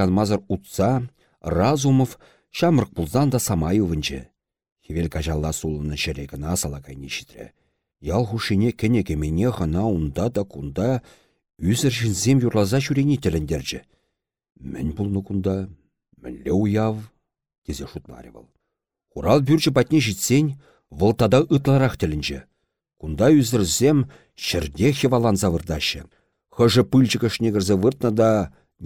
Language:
Chuvash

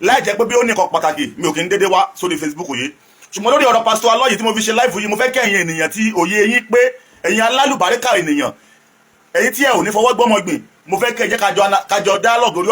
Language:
Yoruba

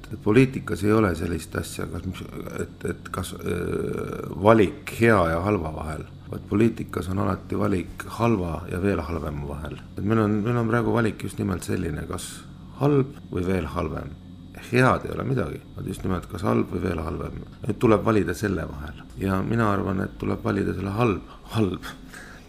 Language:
Estonian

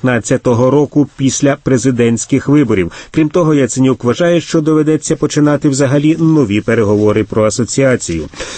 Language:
Ukrainian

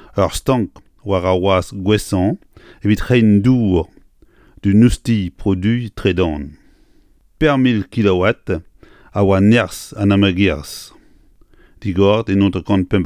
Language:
Breton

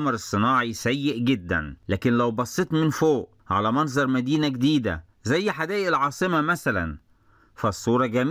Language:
Egyptian Arabic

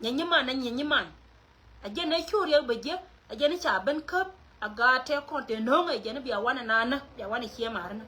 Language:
Nuer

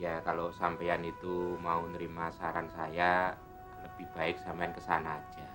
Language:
Betawi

